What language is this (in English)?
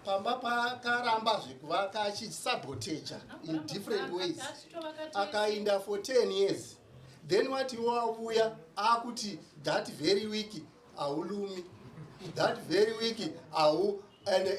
Shona